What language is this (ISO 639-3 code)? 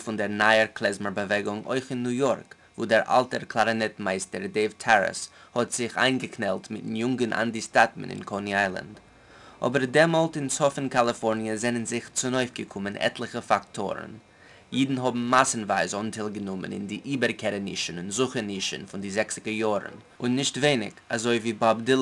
yid